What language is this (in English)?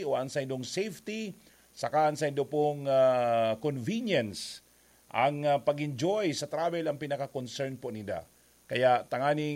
Bikol